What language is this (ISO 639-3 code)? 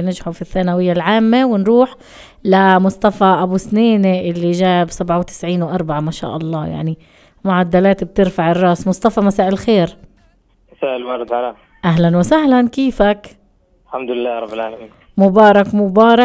apc